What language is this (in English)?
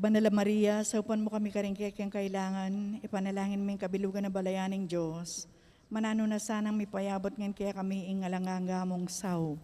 Pampanga